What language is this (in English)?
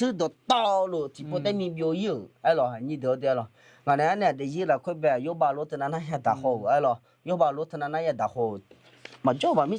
Akha